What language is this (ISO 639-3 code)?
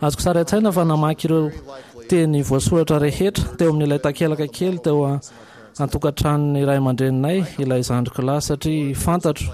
mlg